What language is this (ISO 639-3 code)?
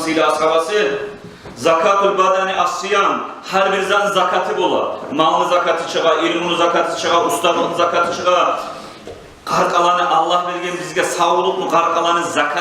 kum